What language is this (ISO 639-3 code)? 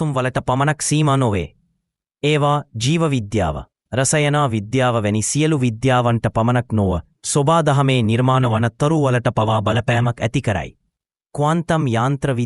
sin